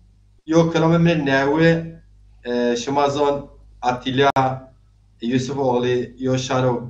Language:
Zaza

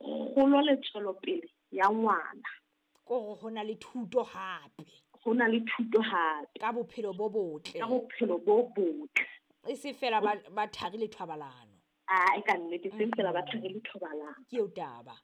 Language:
Southern Sotho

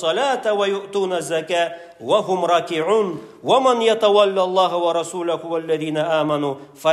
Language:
Karachay-Balkar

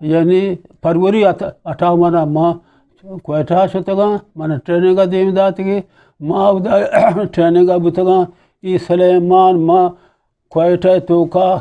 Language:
Eastern Balochi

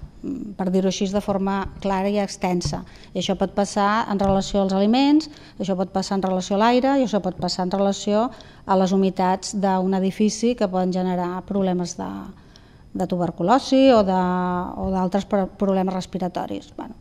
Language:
Catalan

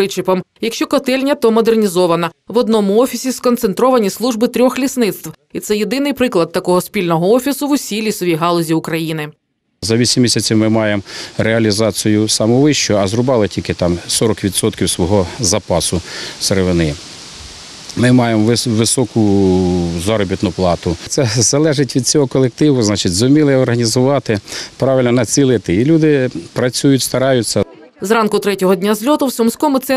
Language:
Ukrainian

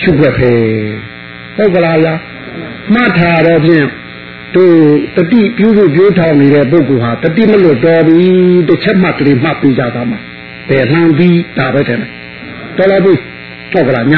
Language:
Burmese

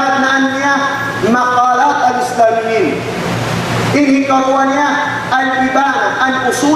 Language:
Tausug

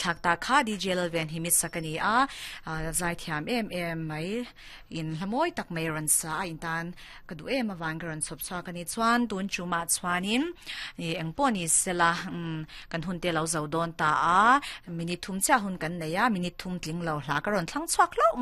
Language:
Mizo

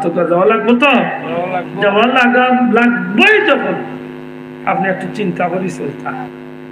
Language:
Sylheti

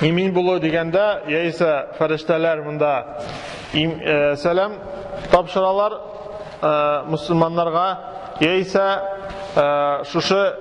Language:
Tatar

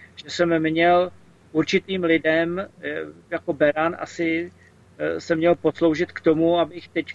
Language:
Czech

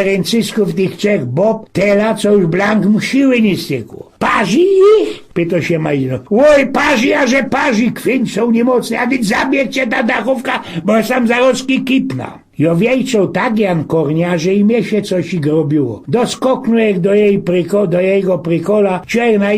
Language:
Silesian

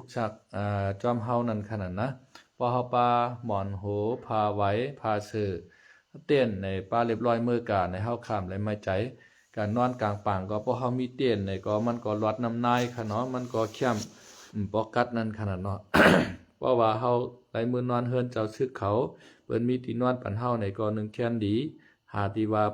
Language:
Shan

